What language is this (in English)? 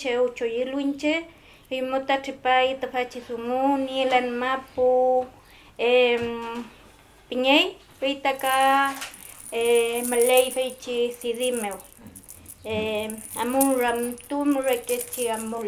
Mapuche